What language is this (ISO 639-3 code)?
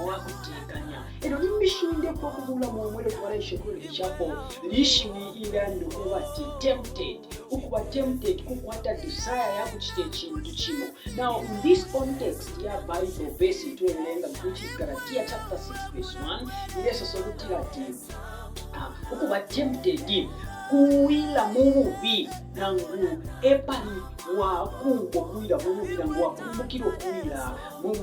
bem